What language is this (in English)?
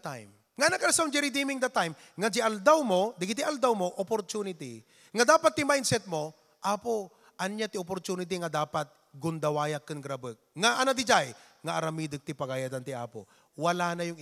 Iloko